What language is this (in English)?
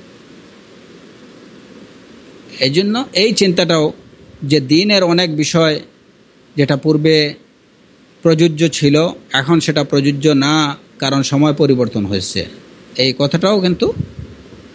Bangla